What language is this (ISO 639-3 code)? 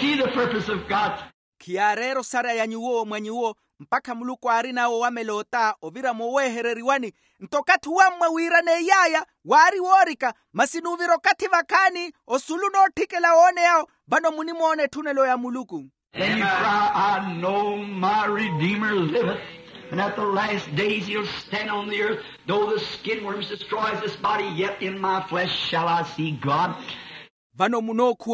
vmw